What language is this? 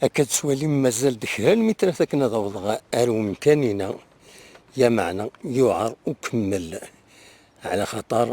Kabyle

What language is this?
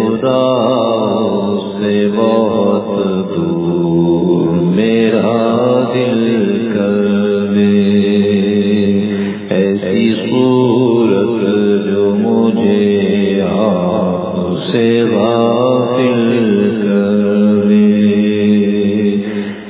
Urdu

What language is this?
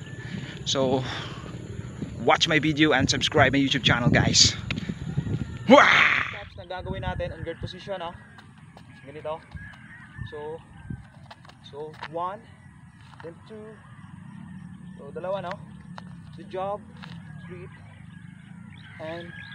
Filipino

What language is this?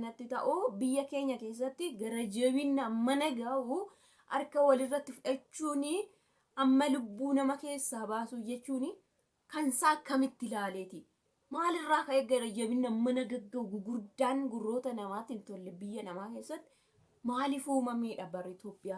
Oromo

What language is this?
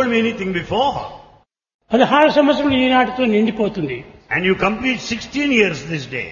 Telugu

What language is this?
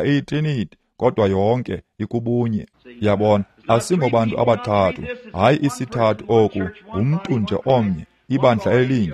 Xhosa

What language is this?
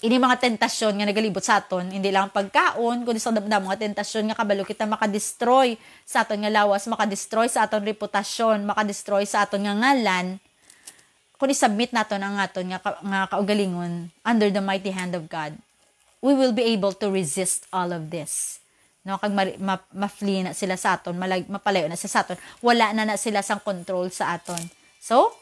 Hiligaynon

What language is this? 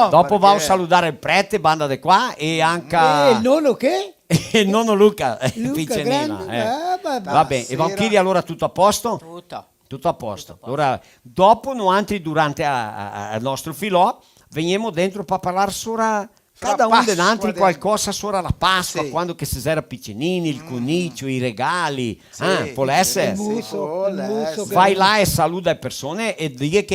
Venetian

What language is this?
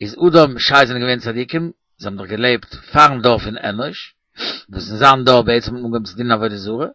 Yiddish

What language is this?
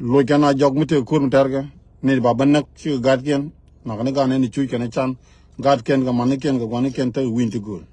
Nuer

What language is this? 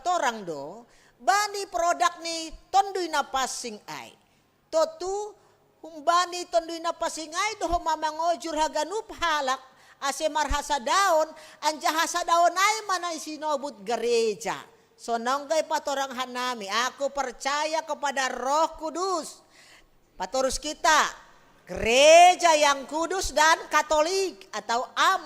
Batak Simalungun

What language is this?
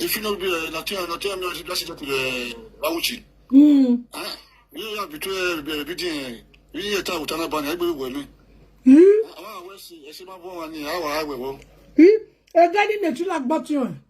Nigerian Pidgin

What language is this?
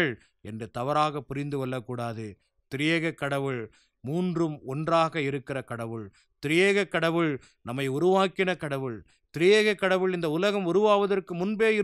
Tamil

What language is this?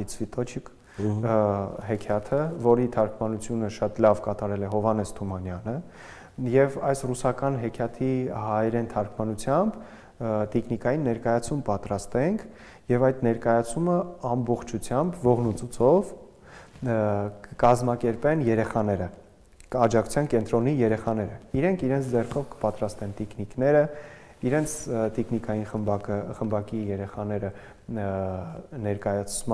Armenian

